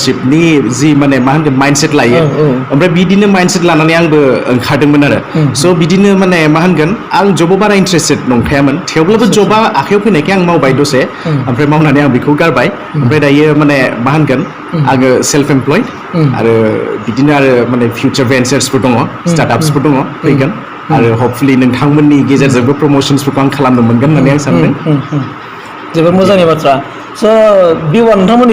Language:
Bodo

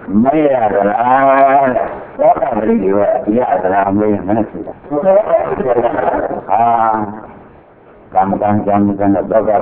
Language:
Burmese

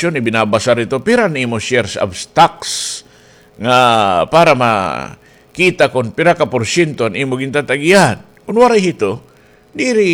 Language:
Waray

